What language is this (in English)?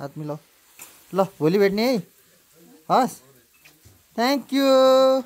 Nepali